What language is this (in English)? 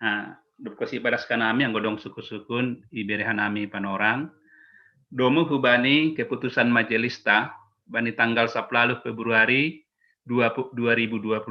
Batak Simalungun